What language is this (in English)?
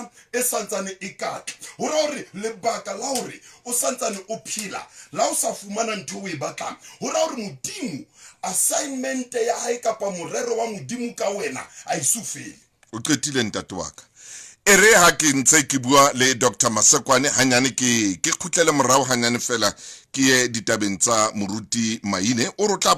Southern Sotho